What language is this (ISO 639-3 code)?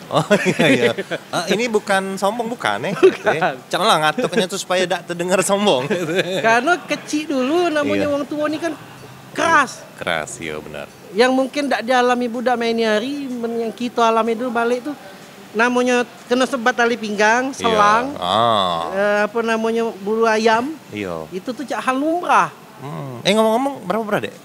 mui